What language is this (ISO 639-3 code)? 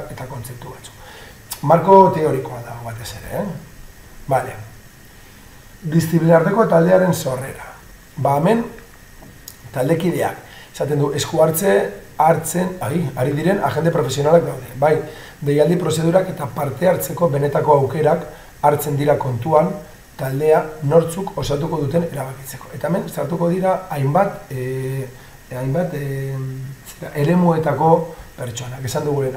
eus